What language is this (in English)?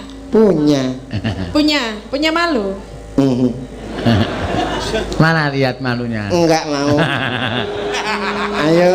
Javanese